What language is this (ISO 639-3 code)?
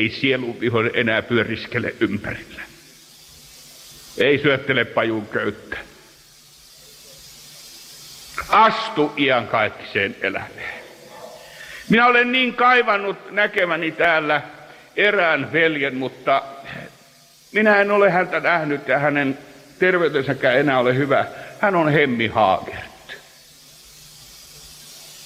fin